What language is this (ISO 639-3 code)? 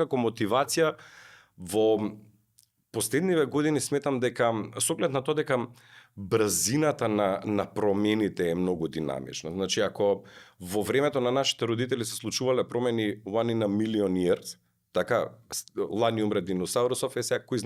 mkd